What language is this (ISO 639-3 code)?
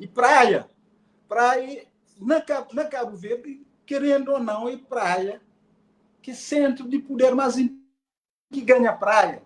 kea